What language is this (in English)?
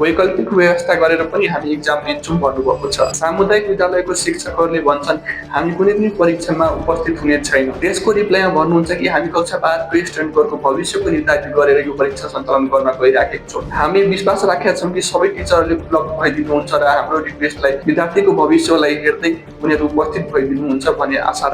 Nepali